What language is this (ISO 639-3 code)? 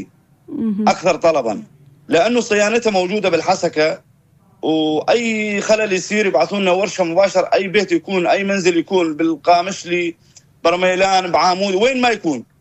apc